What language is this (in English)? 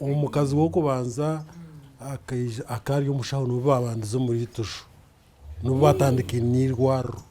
Nyankole